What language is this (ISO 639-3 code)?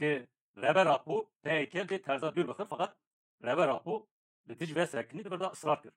kur